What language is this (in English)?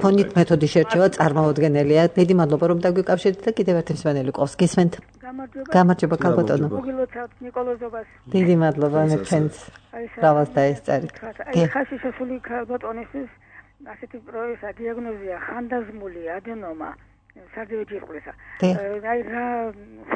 Georgian